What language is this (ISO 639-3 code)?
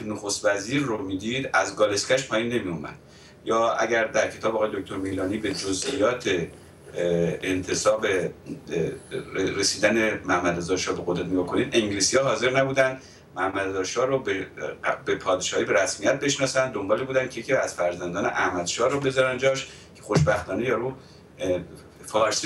fas